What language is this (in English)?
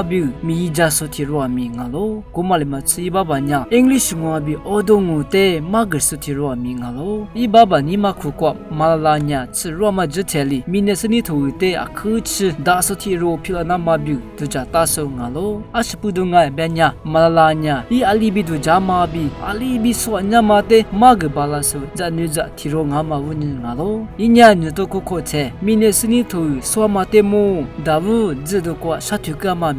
Lisu